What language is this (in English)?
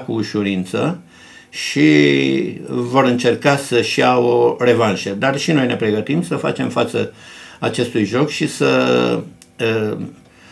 Romanian